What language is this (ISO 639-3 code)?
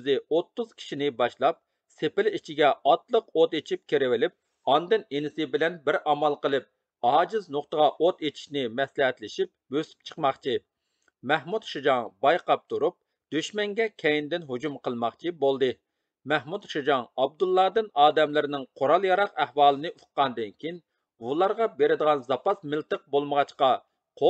uig